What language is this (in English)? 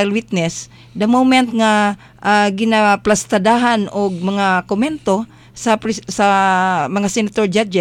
Cebuano